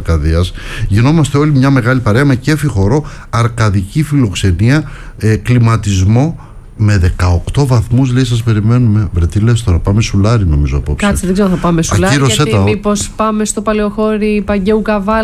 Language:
Greek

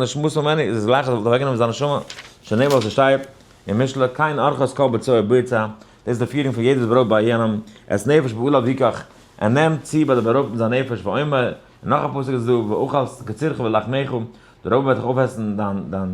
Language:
Yiddish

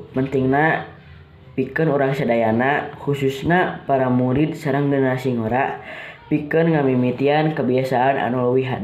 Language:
Sundanese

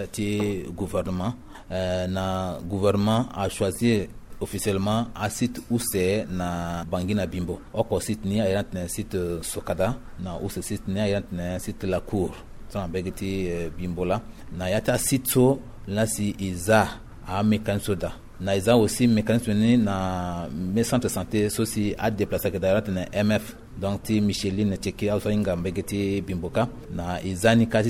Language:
Sango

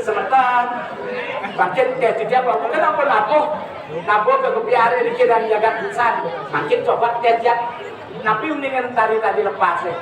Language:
Balinese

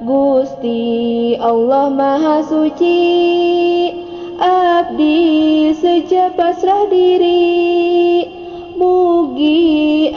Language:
Sundanese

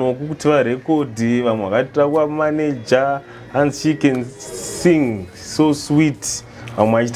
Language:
Shona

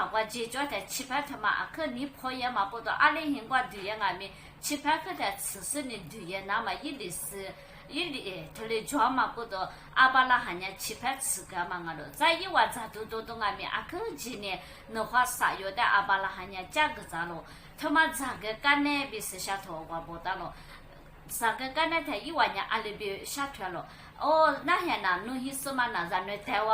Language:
Lisu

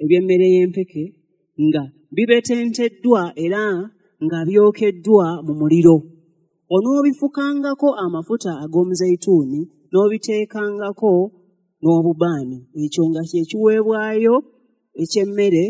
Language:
Ganda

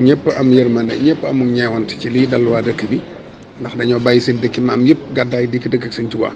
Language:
Wolof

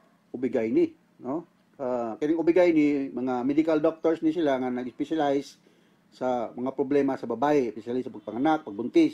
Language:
Cebuano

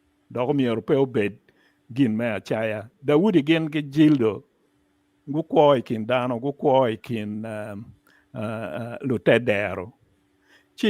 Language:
Acoli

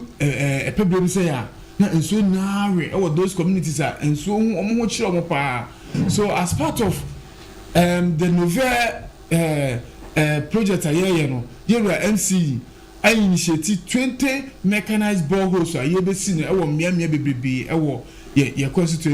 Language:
Akan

